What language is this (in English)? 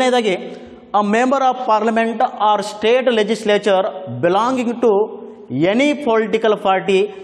Kannada